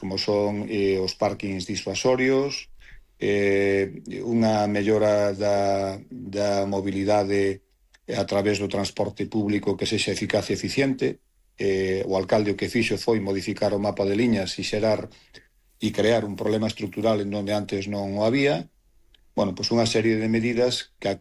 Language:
Galician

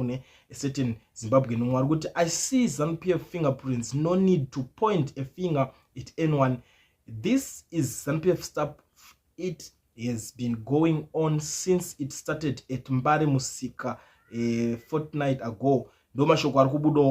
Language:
Shona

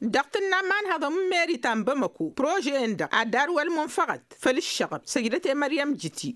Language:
Tamasheq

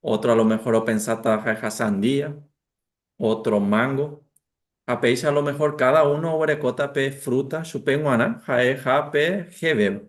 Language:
Guarani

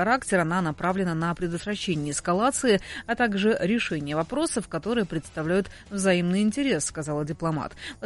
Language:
Russian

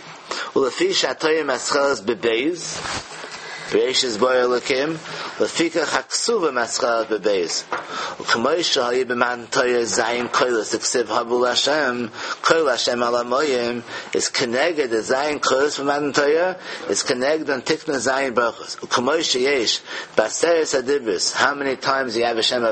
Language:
Yiddish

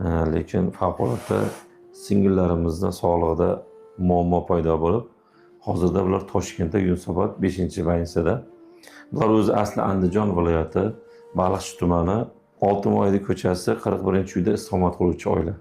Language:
Uzbek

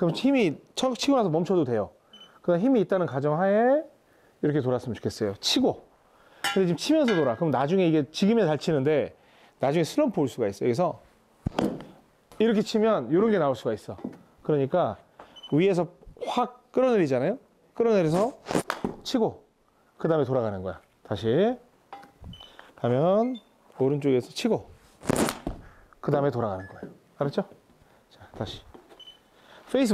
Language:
Korean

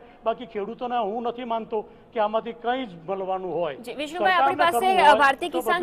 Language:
Gujarati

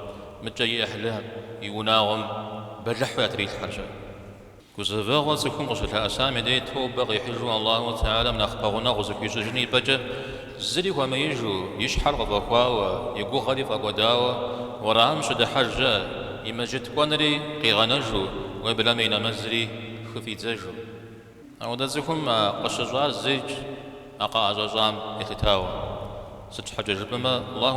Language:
Kabardian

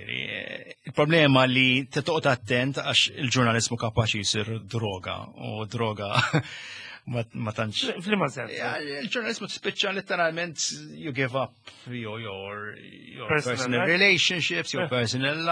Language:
Maltese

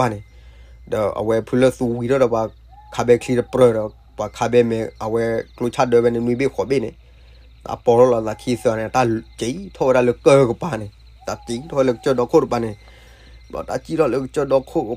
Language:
S'gaw Karen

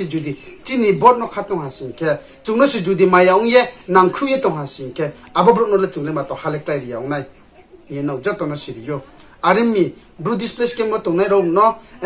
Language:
Riang (India)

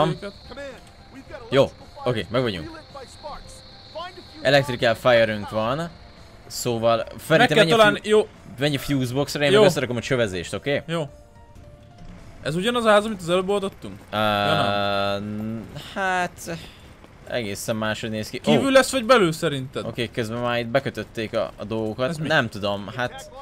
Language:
Hungarian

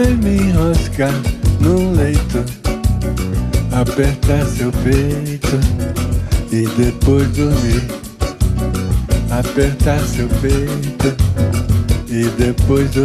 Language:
Portuguese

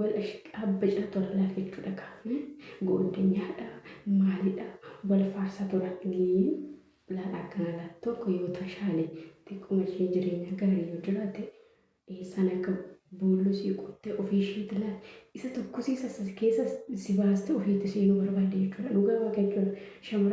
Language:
Oromo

